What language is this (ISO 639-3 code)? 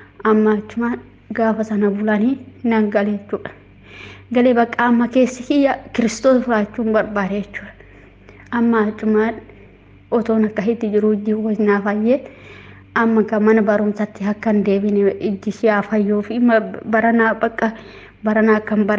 orm